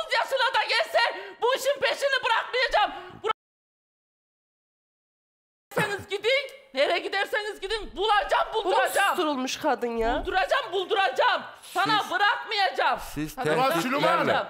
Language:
Turkish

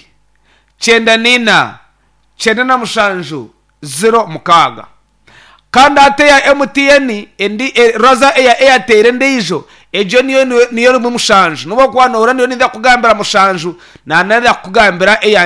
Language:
Nyankole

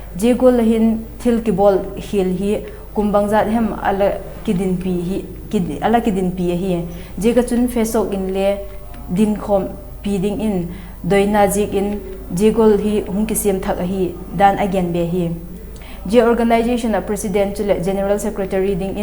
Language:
Vaiphei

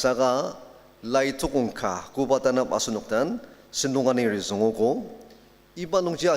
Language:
Ao Naga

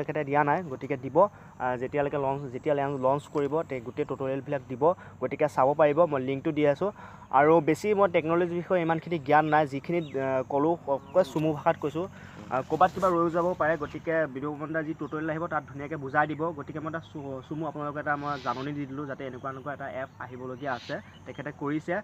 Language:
Assamese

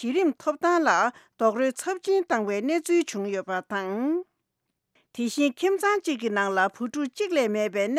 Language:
Tibetan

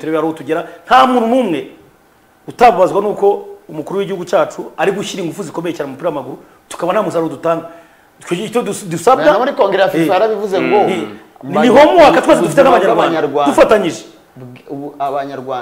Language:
Kinyarwanda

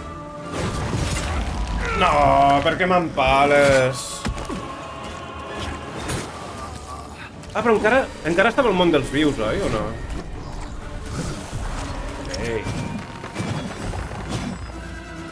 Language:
Catalan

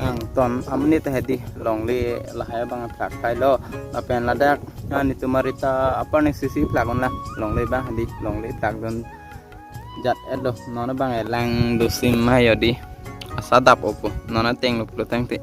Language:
Karbi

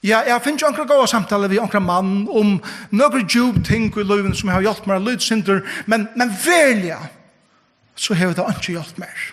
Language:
Faroese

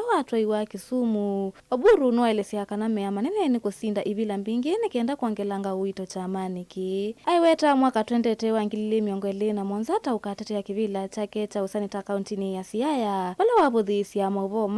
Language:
Kamba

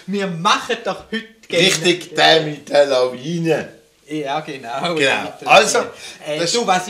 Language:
Swiss German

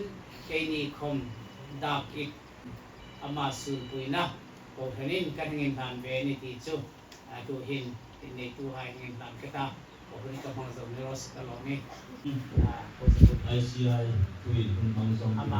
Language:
Hmar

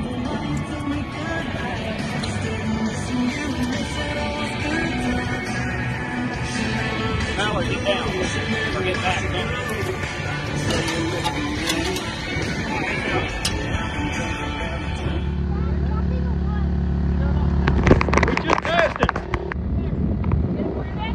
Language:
English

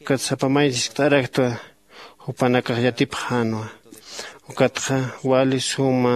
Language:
Aymara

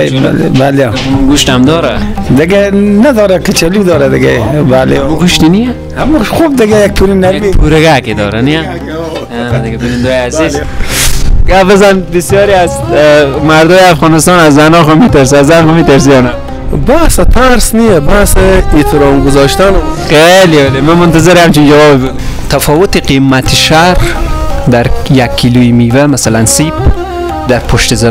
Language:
Persian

